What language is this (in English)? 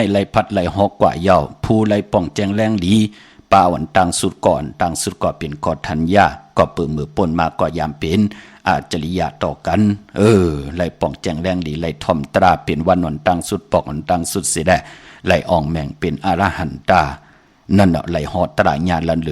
Shan